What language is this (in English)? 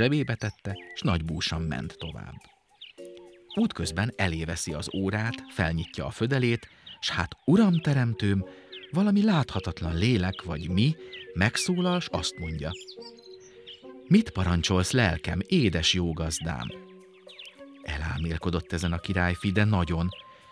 Hungarian